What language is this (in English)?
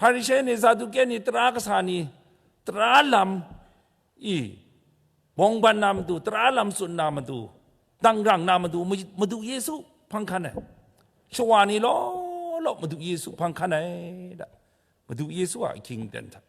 Kachin